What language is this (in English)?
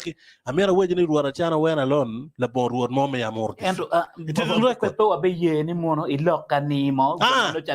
Acoli